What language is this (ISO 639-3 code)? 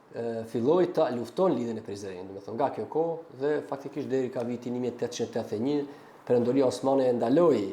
sqi